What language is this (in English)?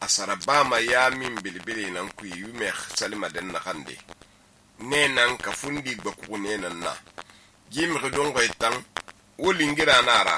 Susu